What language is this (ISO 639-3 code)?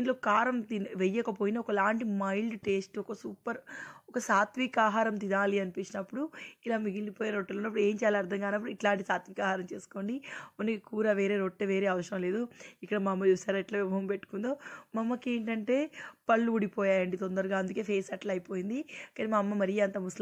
tel